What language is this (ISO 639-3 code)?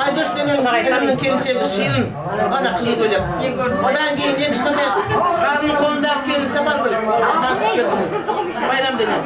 kaa